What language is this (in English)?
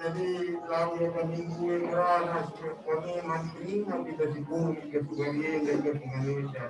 Batak Karo